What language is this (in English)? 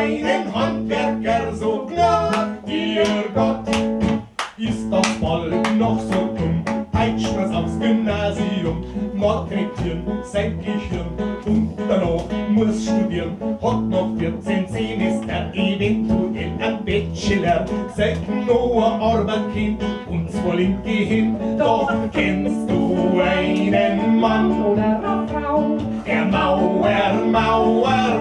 Bavarian